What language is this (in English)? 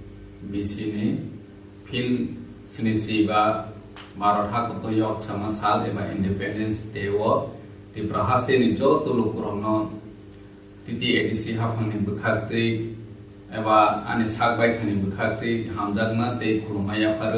Kok Borok